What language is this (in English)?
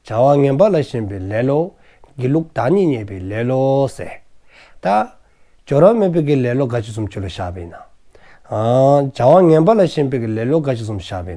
Dzongkha